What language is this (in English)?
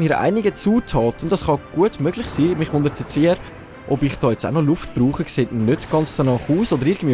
Swiss German